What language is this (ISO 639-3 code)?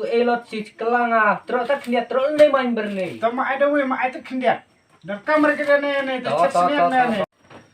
kha